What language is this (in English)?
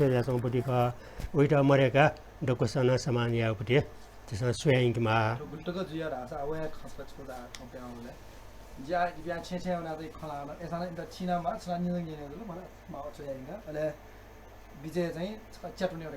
Newari